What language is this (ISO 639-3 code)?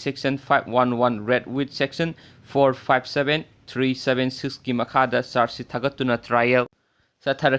mni